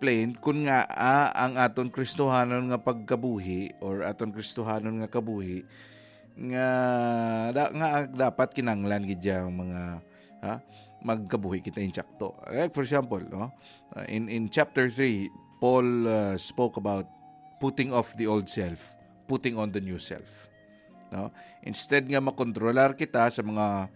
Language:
Hiligaynon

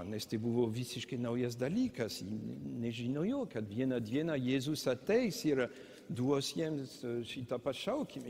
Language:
Lithuanian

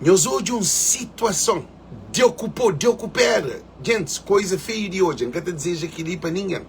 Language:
Kabuverdianu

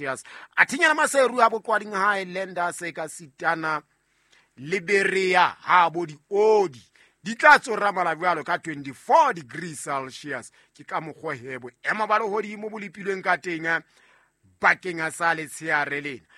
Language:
Southern Sotho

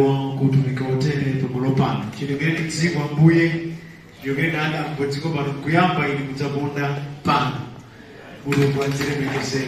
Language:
Nyanja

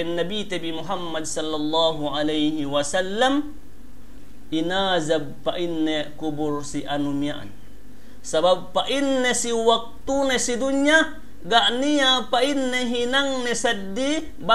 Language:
Yakan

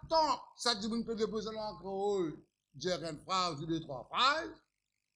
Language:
Morisyen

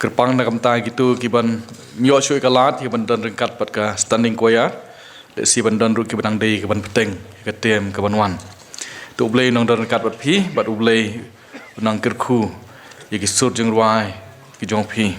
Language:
Khasi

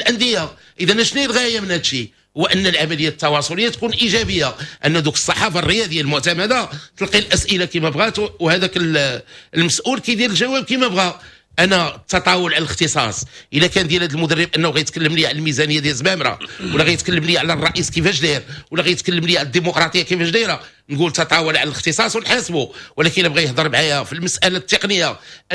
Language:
Moroccan Arabic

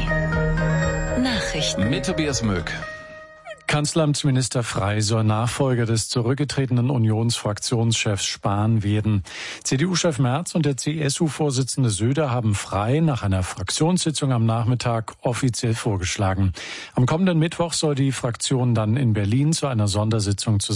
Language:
German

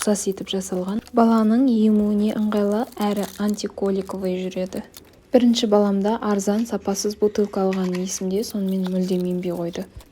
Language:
Kazakh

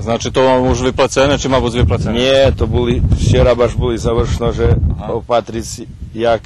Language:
Rusyn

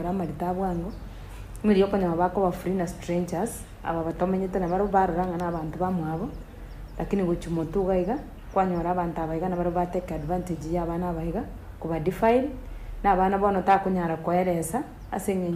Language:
Gusii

